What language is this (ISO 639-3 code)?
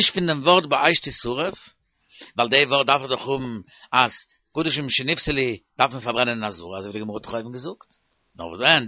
yid